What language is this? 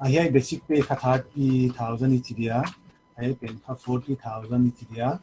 Paite Chin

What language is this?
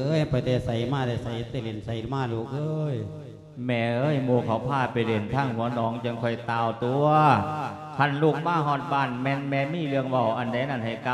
Lao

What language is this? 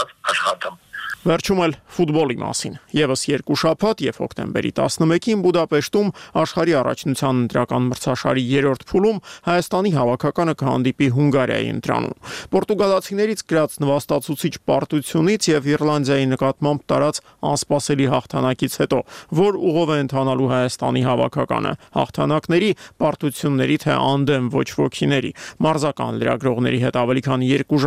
Armenian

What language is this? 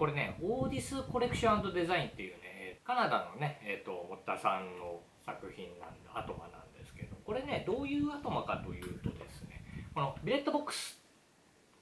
Japanese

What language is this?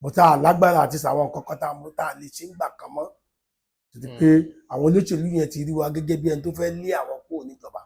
Yoruba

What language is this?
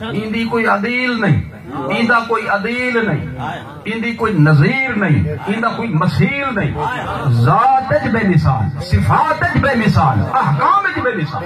Saraiki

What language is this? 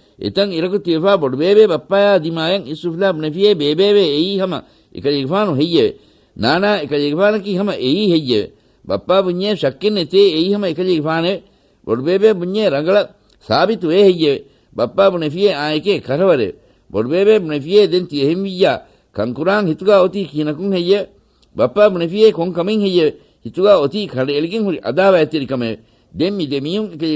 Divehi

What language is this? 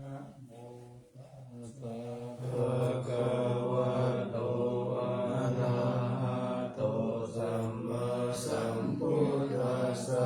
Pali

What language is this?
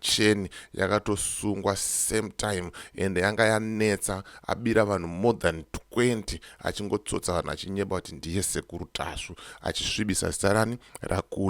Shona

